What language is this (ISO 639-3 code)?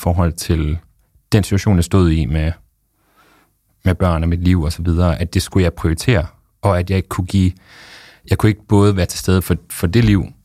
dan